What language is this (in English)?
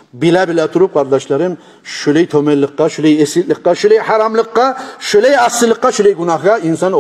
Kumyk